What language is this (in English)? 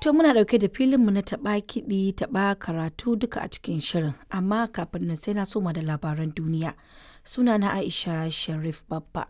Hausa